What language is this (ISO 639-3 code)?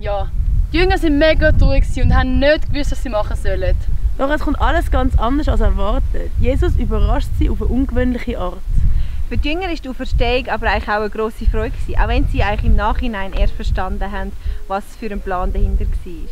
gsw